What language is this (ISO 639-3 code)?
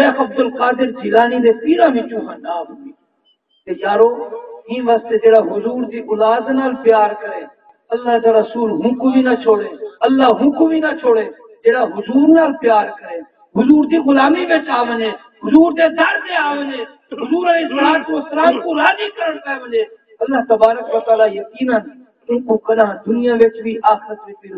skr